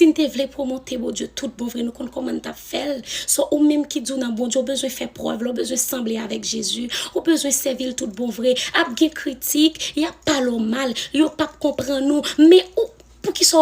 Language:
Haitian Creole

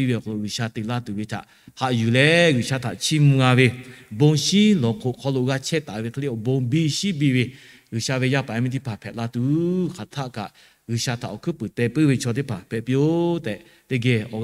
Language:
Lahu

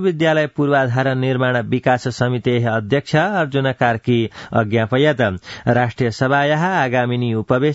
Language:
Sanskrit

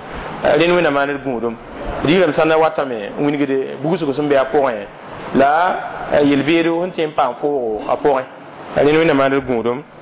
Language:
Mossi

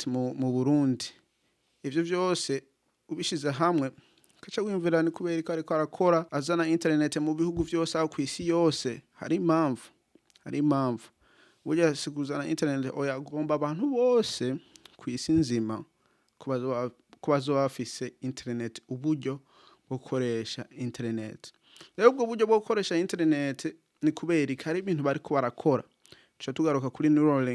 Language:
Rundi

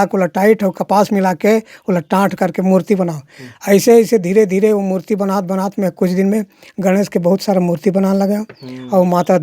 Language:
Chhattisgarhi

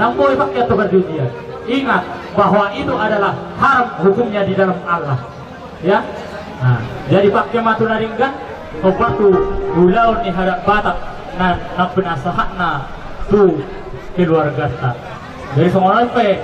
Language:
Batak Toba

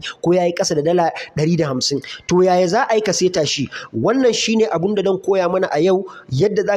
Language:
Hausa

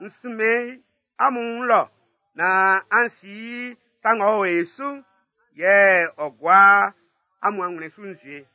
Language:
Baoulé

